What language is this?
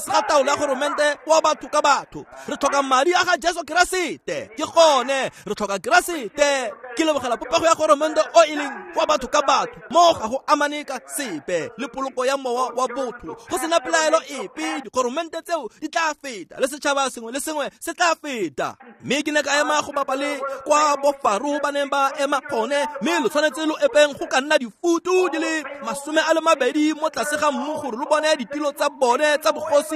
Tswana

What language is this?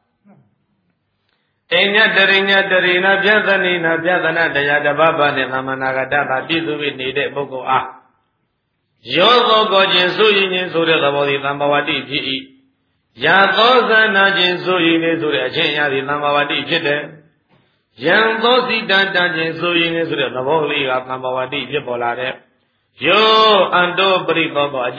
Burmese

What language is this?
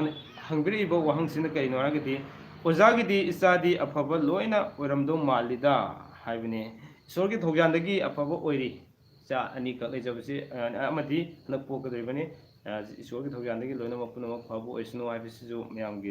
Manipuri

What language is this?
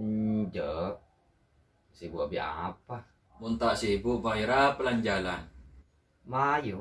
Madurese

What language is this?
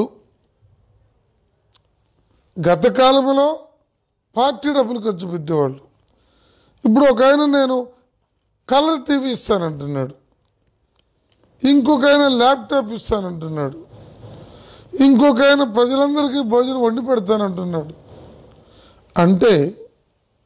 Telugu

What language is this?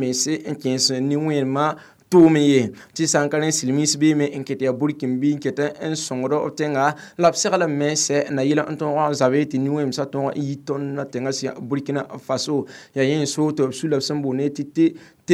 Mossi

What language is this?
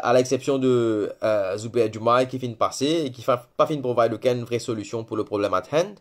Morisyen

